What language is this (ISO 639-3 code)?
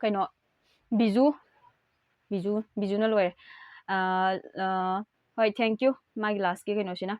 mni